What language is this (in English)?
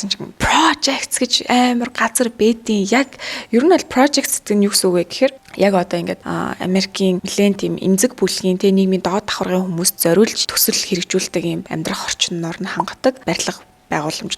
Mongolian